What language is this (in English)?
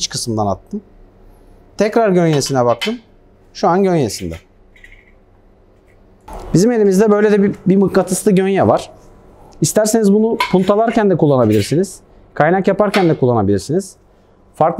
Turkish